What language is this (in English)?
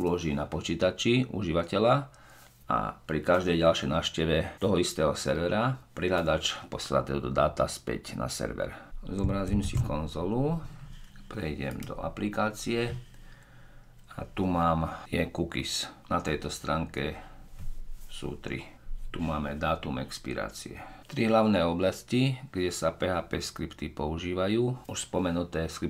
Slovak